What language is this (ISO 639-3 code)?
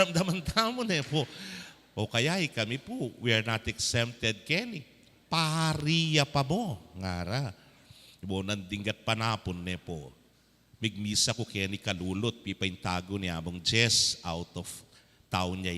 pam